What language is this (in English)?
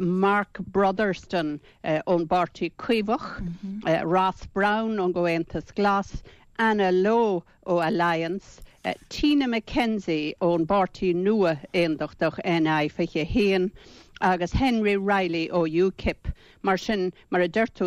Irish